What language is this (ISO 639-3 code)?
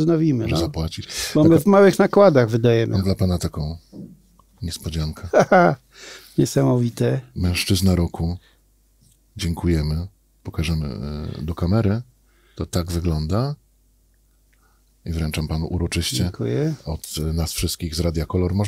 pol